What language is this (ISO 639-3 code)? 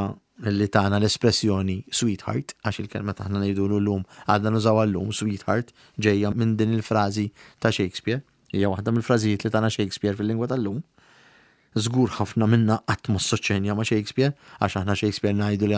mlt